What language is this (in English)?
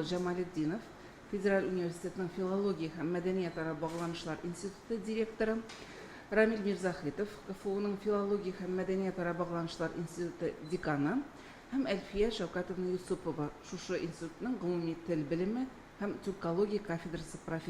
Tatar